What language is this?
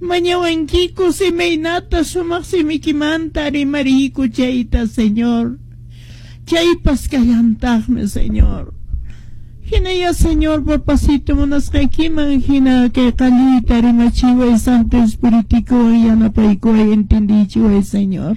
Quechua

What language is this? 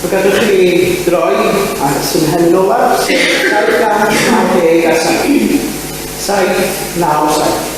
Welsh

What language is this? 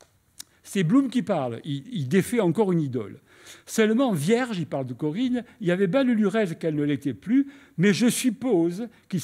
French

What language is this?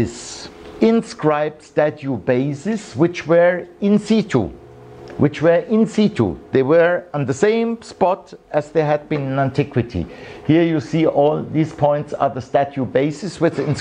English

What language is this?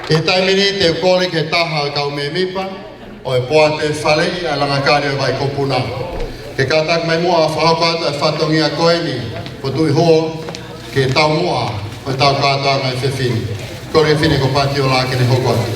Tongan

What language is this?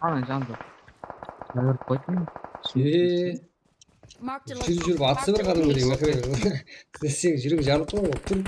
Kara-Kalpak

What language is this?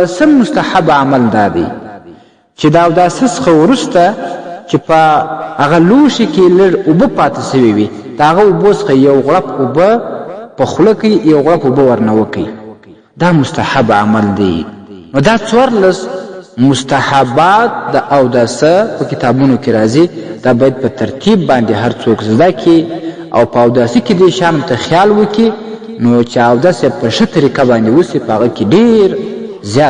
Pashto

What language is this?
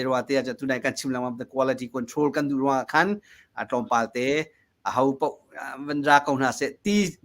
Hakha Chin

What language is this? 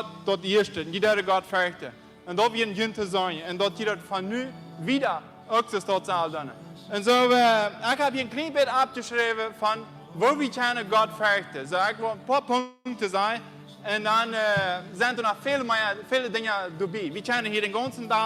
Plautdietsch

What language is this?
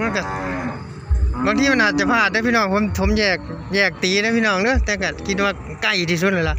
Northeastern Thai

